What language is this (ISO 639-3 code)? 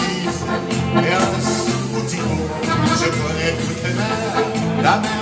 fra